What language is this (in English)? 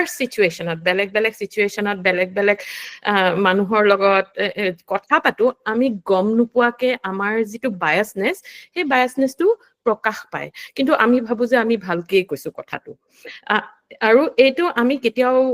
Assamese